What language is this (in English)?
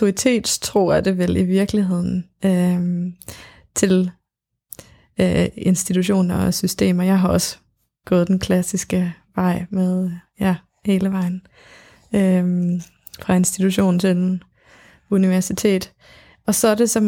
Danish